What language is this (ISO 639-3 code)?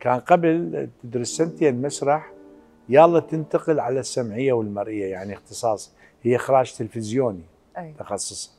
acm